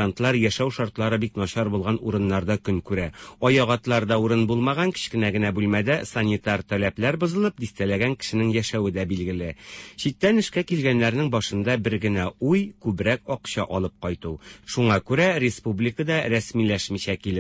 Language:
Tatar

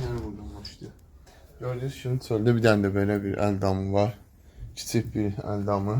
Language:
Azerbaijani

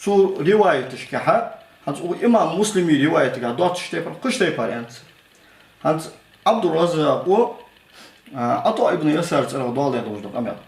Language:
Ingush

